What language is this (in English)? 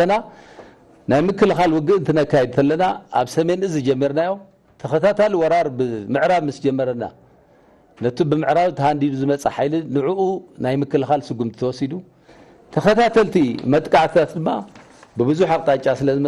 Tigrinya